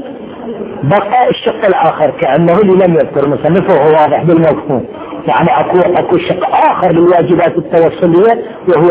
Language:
Arabic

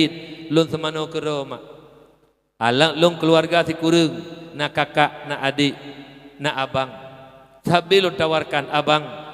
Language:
Achinese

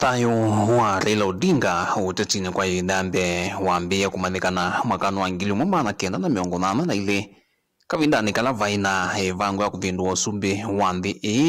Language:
Kamba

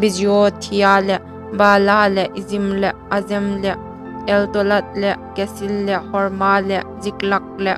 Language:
Hmar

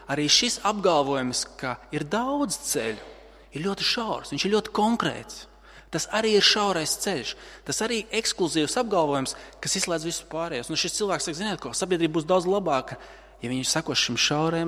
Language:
Latvian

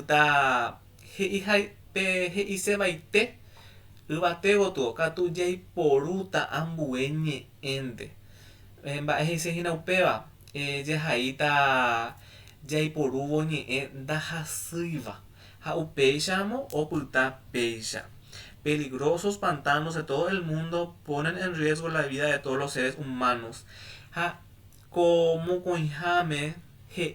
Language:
Guarani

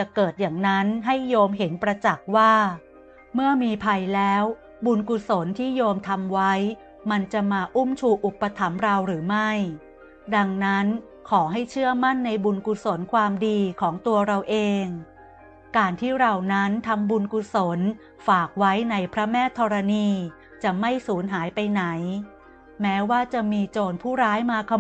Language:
Thai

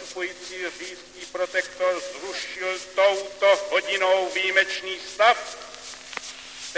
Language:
Czech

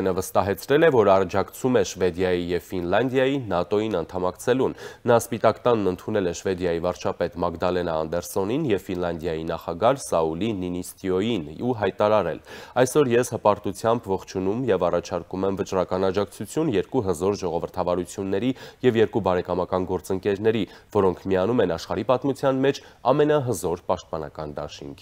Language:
Armenian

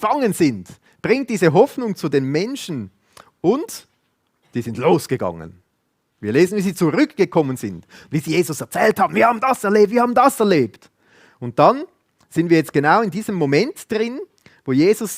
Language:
Swiss German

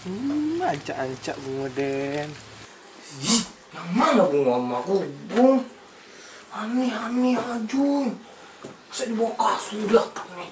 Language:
Minangkabau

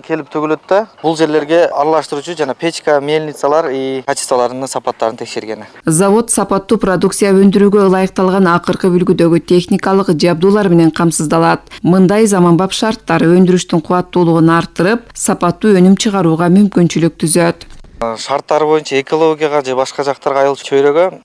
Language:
Kyrgyz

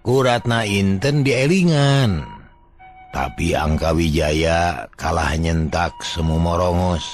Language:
Sundanese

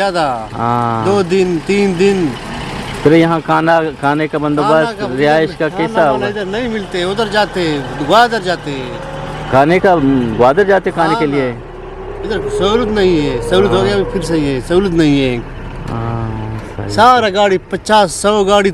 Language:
Eastern Balochi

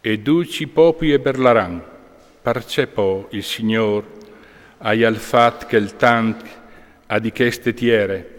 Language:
Friulian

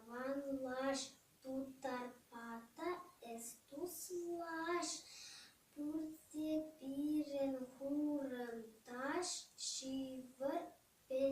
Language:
Chuvash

